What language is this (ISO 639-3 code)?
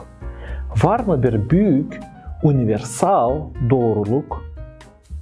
gag